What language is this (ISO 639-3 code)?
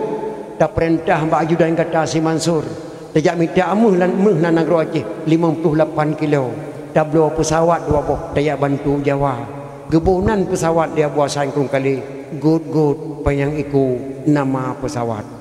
ace